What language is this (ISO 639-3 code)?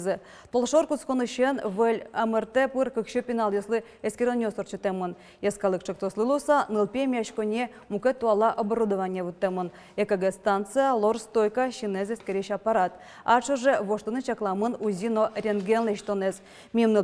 udm